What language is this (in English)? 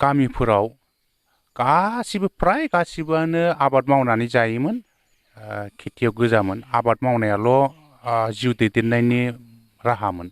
Bodo